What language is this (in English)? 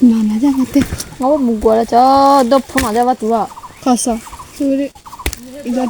Lahu Shi